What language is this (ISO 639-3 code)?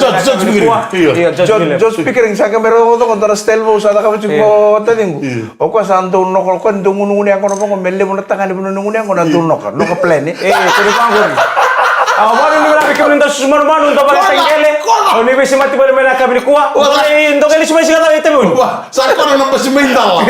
fij